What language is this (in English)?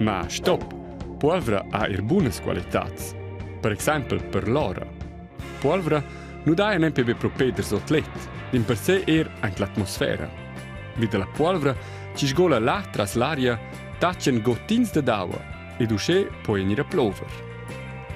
Romansh